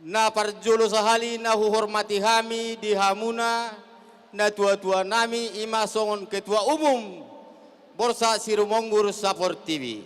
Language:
Batak Toba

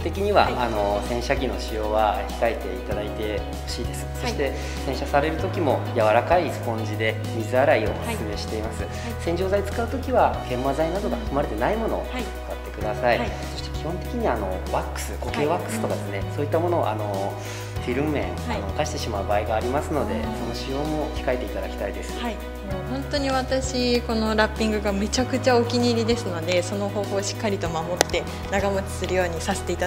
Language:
Japanese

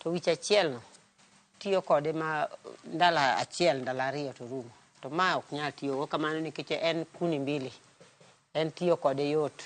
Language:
Luo (Kenya and Tanzania)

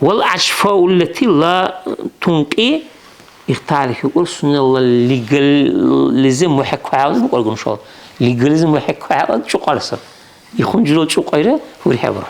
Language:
Dargwa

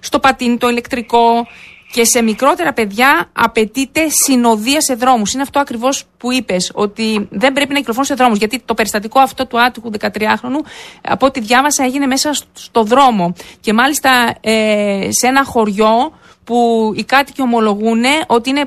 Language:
Greek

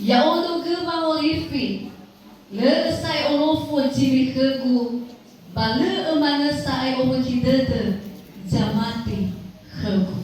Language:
Nias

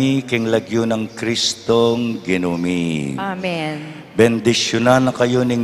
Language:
Pampanga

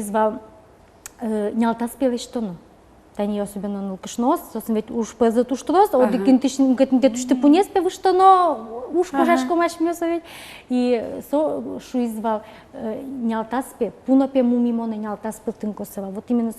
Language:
Udmurt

